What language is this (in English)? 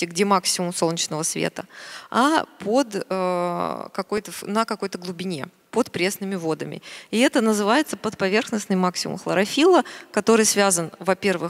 Russian